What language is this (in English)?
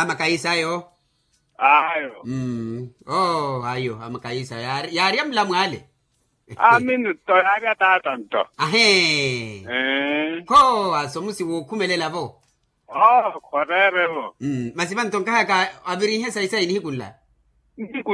Makhuwa